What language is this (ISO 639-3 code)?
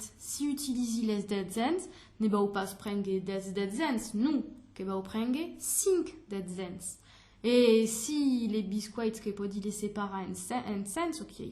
oci